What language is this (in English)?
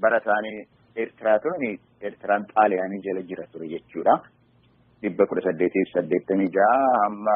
Oromo